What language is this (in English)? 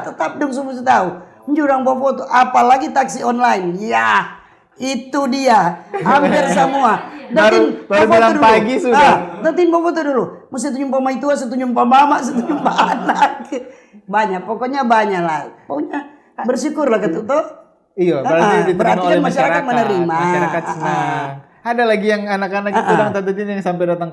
Manado Malay